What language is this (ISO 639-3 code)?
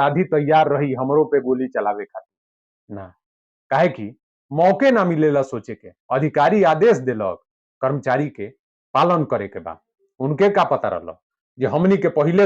bho